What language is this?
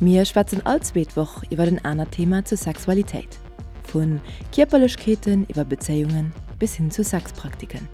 Luxembourgish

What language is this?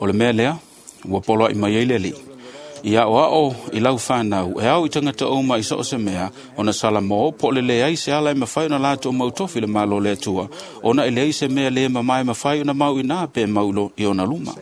Samoan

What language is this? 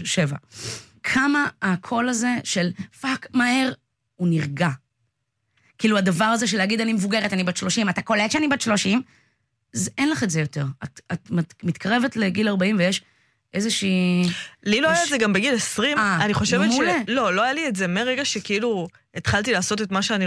Hebrew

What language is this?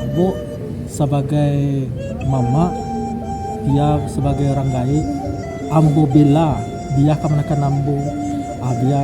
Minangkabau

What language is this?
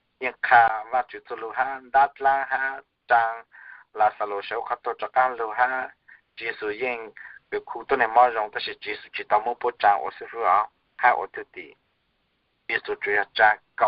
Hmong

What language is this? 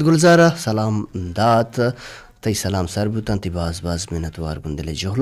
Baluchi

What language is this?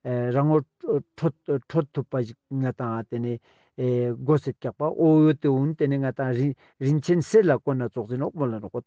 Ladakhi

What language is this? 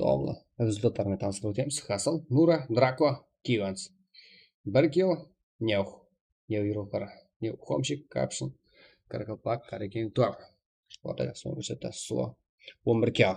Kara-Kalpak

